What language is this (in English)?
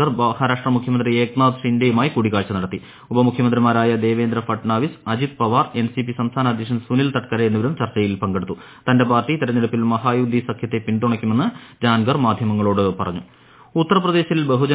Malayalam